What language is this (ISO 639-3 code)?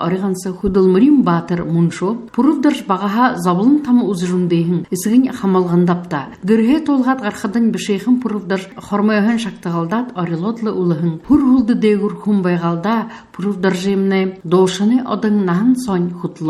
bua